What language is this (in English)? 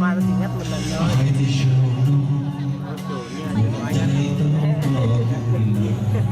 Hmong